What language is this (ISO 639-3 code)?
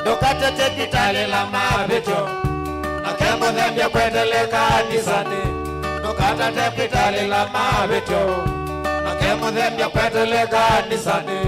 kam